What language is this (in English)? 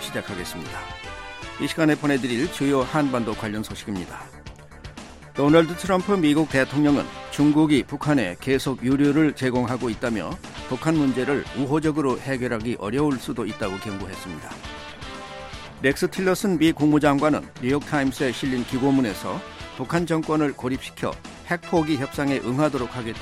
Korean